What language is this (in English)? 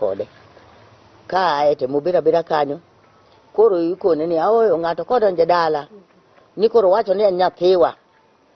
Luo (Kenya and Tanzania)